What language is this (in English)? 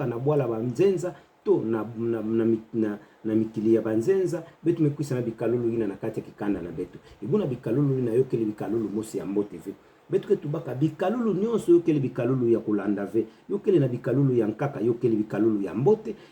Kituba (Democratic Republic of Congo)